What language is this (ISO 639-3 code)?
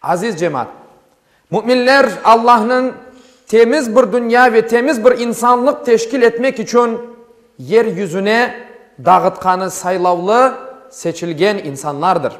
crh